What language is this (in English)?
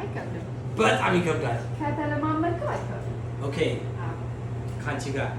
Amharic